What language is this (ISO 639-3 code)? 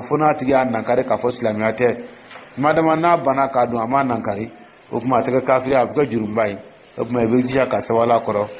dyu